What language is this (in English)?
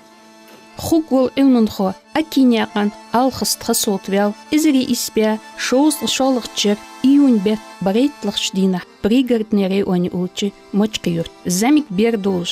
Ingush